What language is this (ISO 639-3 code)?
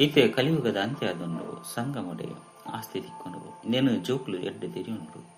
tcy